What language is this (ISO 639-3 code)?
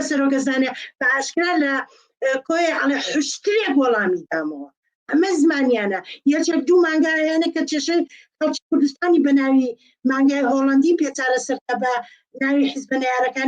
ckb